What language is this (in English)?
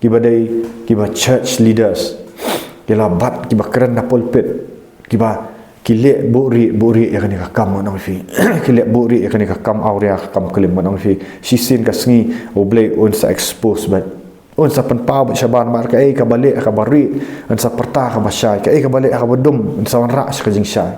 Khasi